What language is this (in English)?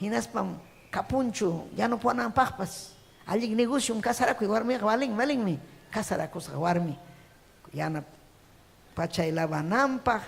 Ayacucho Quechua